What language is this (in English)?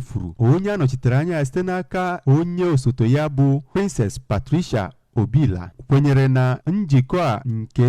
Igbo